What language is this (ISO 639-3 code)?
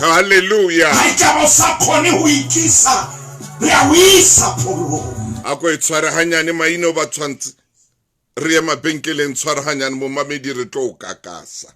sot